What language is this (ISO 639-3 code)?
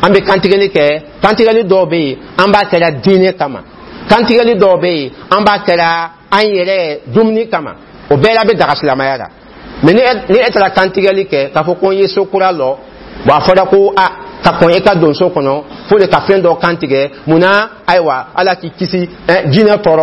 dyu